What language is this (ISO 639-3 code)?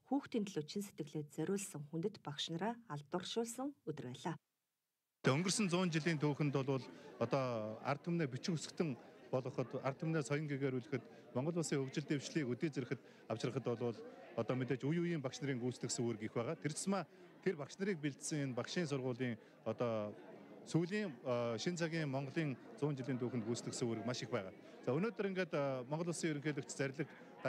mon